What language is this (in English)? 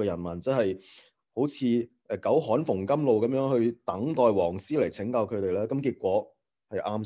Cantonese